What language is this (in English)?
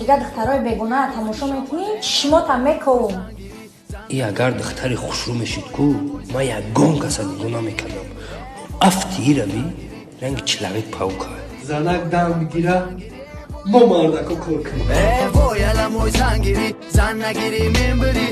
Tajik